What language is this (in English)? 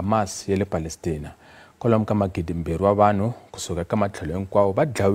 Tsonga